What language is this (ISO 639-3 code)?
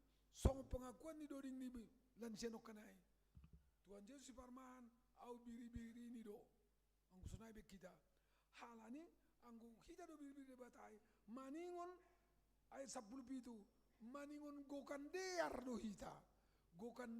bts